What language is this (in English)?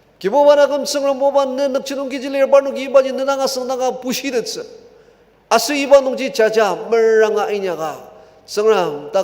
Ao Naga